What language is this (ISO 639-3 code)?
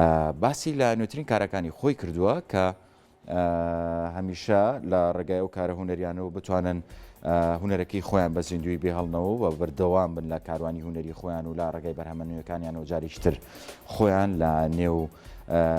ckb